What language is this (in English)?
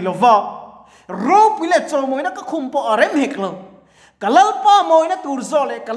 Mizo